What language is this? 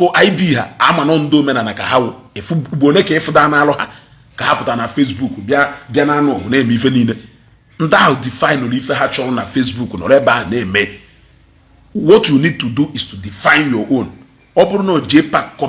Igbo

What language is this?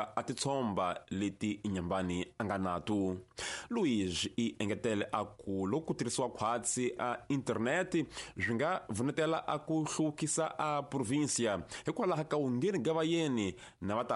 Tsonga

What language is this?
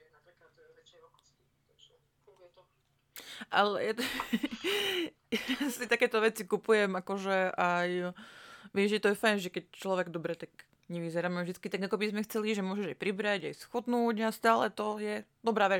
Slovak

